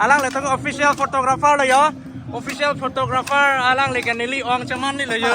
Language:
Karbi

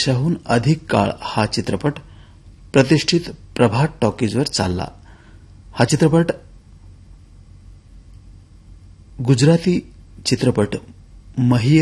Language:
Marathi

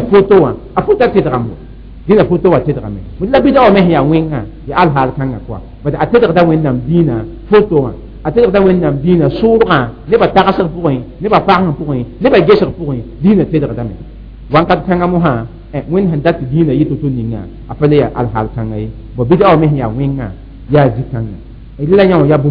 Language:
Mossi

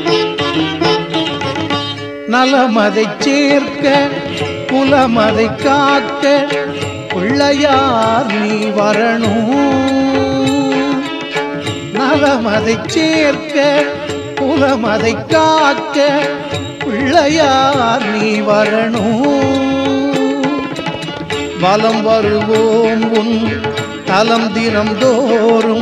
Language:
Tamil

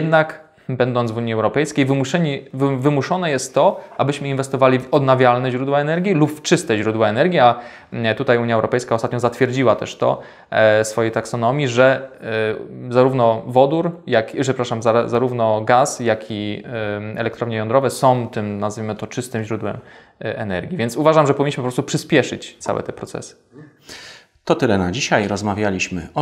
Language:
Polish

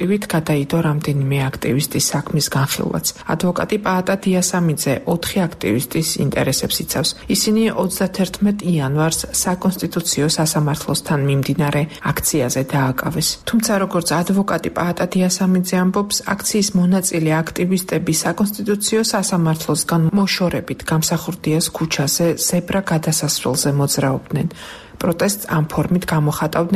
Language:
Georgian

